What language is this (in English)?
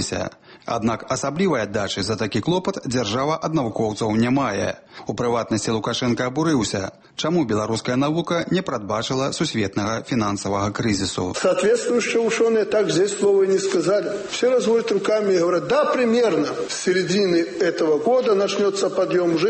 Belarusian